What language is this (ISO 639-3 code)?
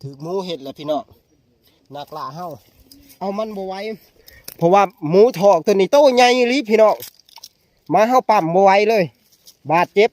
tts